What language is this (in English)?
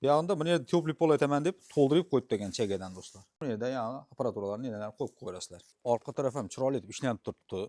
Uzbek